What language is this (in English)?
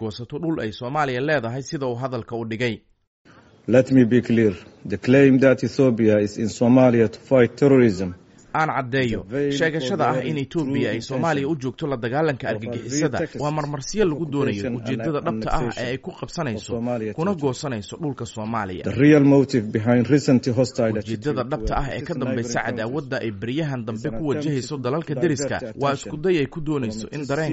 Somali